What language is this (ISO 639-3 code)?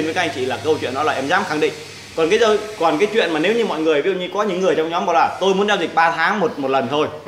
vie